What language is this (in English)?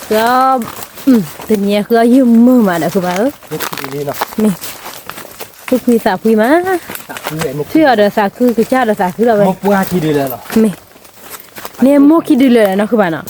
S'gaw Karen